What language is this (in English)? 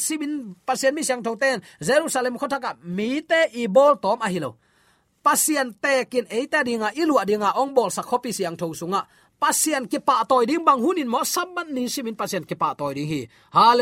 Tedim Chin